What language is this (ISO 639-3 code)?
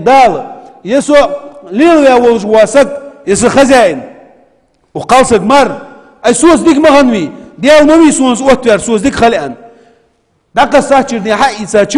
inh